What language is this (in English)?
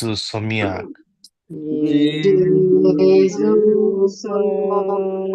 Konkani